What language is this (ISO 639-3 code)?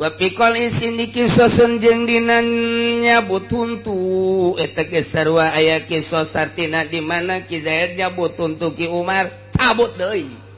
sun